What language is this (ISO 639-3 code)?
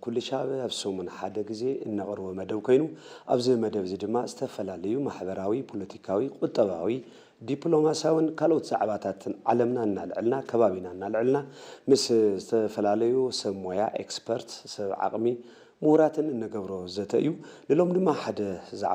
tir